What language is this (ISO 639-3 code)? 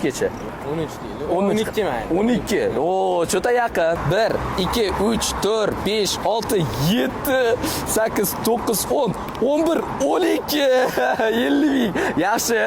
uzb